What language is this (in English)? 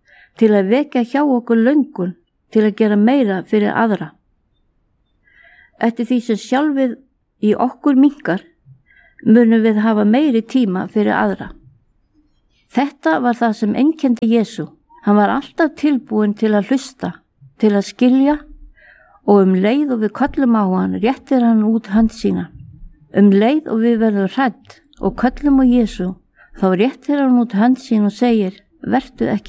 Icelandic